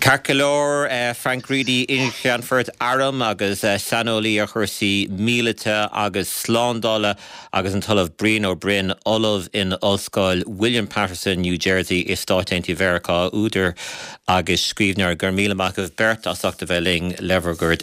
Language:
Irish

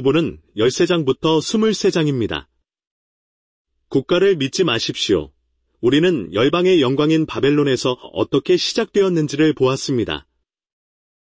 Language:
Korean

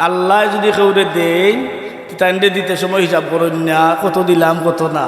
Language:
Sylheti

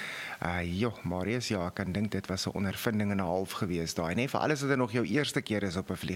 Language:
Afrikaans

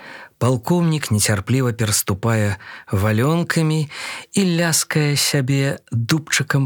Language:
Belarusian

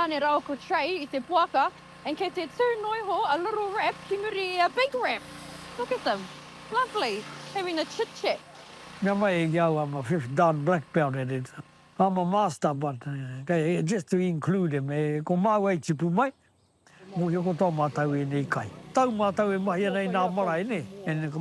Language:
Māori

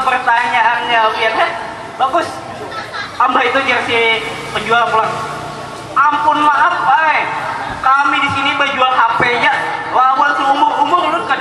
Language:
Banjar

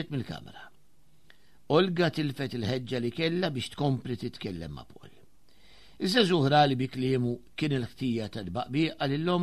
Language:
Maltese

